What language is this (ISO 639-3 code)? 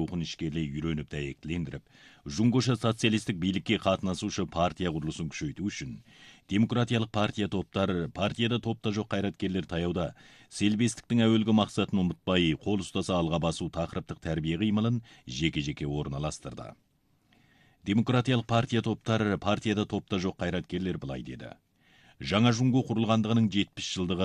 kaz